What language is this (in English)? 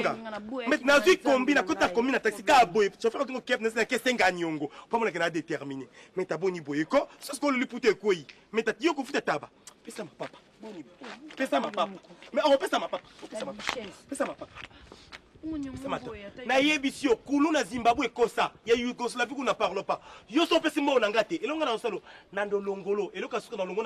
Lingala